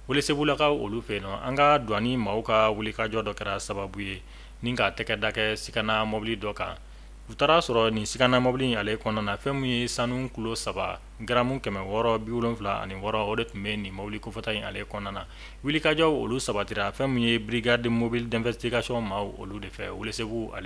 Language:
Bambara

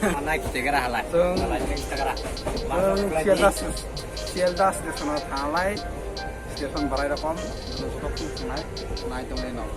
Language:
Kok Borok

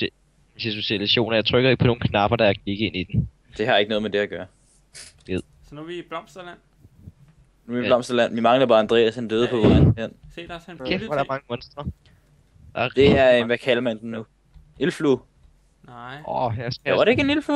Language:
Danish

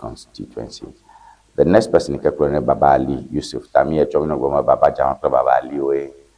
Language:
Ewe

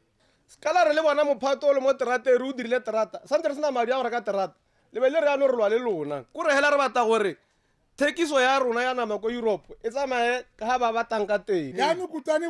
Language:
Tswana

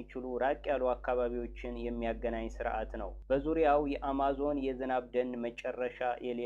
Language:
Amharic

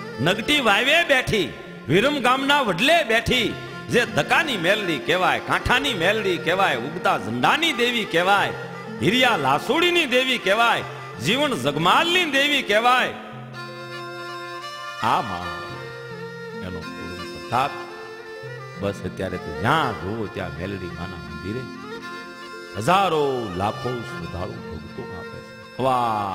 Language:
Gujarati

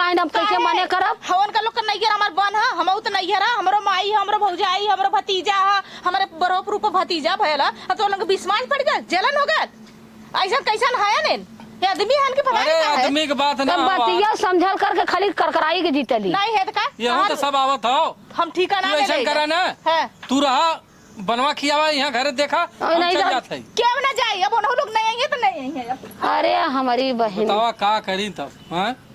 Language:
Awadhi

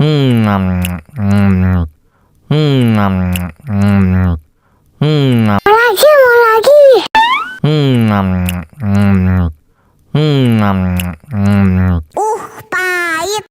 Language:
Betawi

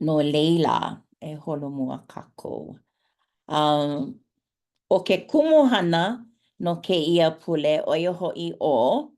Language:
Hawaiian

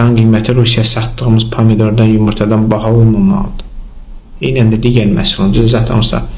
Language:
Azerbaijani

